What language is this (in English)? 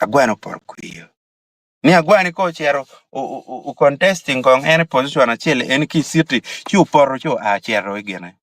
Acoli